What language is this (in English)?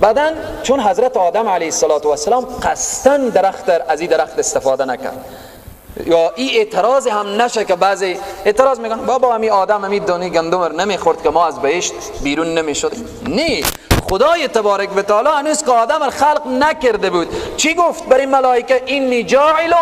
Persian